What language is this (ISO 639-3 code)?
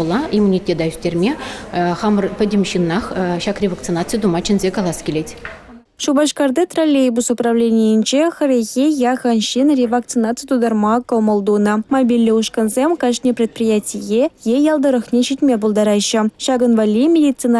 chv